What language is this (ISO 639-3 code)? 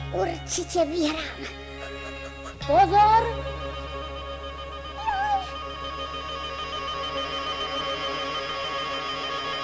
slk